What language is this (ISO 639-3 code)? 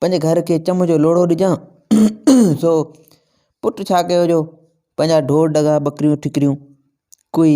snd